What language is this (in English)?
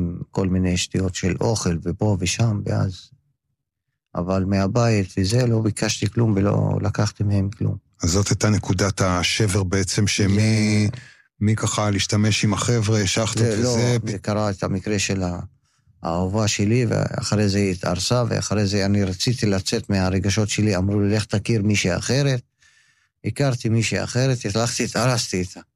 Hebrew